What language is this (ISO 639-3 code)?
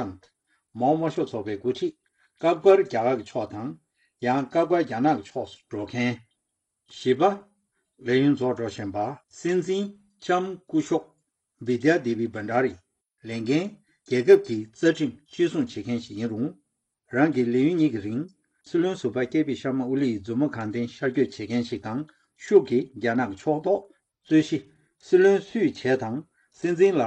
bod